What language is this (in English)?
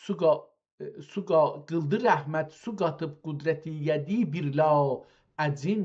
South Azerbaijani